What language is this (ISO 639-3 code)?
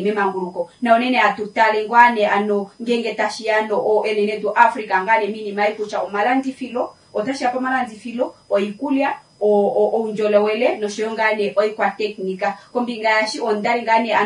kua